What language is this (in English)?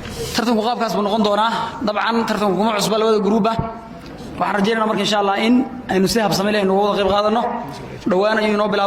Somali